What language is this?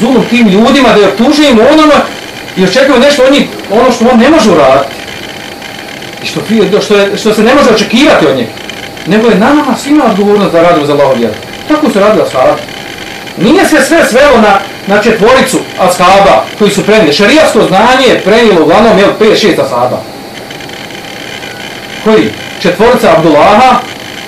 Bosnian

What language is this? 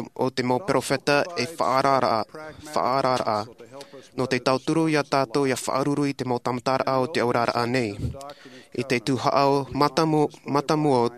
Tahitian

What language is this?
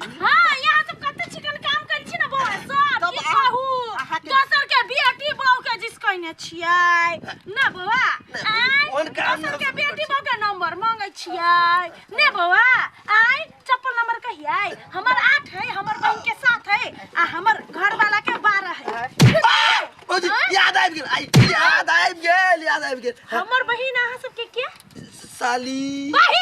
Maithili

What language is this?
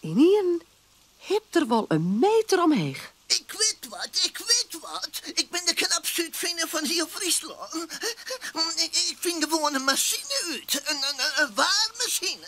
Western Frisian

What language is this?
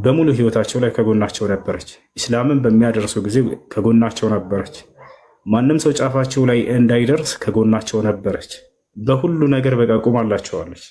Amharic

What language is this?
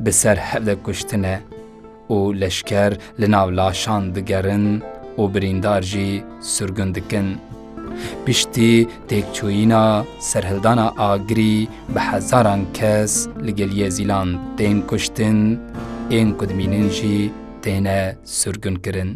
Kurdish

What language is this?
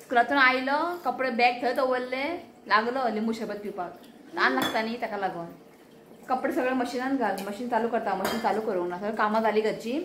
Konkani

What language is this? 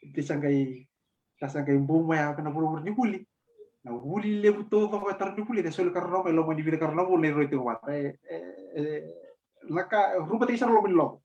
Fijian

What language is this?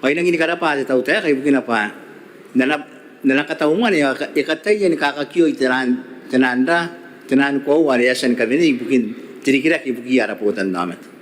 Gilbertese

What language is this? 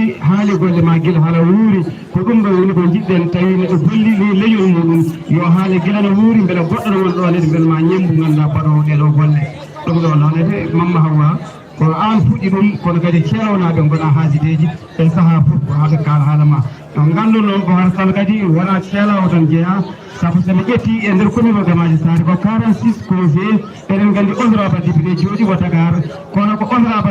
Fula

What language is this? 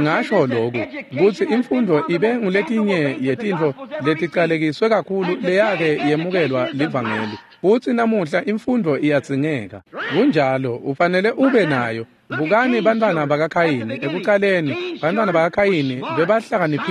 Swati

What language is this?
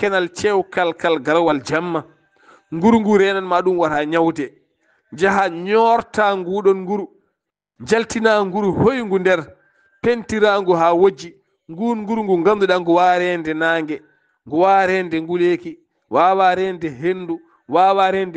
Fula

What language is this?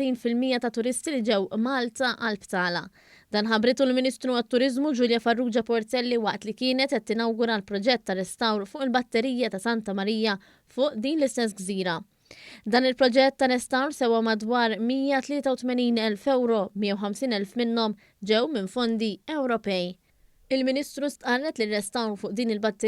Maltese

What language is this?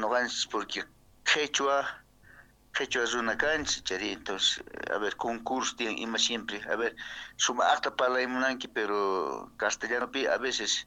South Bolivian Quechua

